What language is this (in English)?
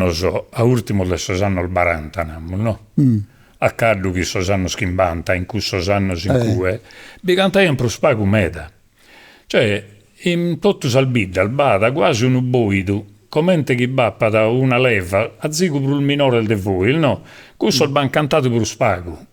Sardinian